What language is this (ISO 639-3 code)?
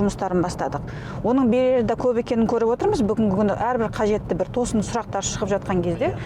kaz